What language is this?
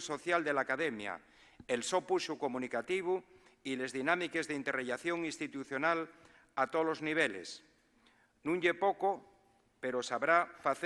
Asturian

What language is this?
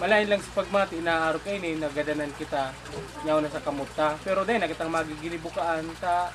Bikol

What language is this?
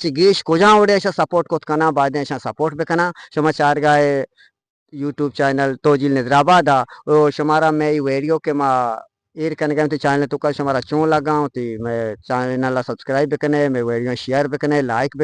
Eastern Balochi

